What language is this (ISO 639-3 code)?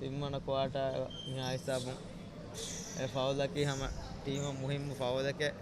div